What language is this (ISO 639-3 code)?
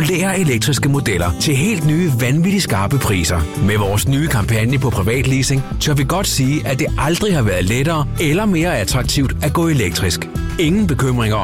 dan